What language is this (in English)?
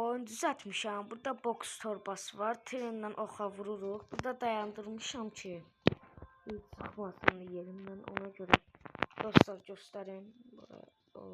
Azerbaijani